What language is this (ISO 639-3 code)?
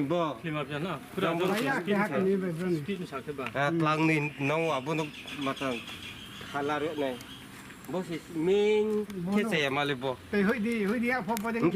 ria